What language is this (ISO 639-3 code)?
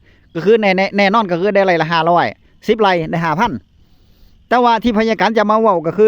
tts